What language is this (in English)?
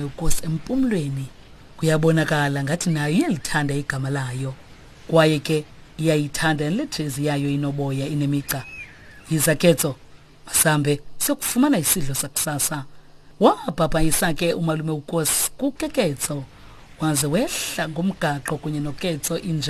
Xhosa